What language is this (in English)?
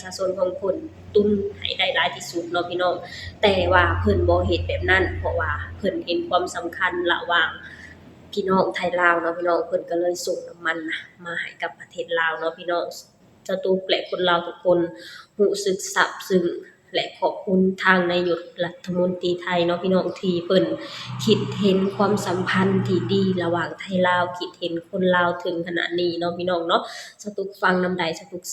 Lao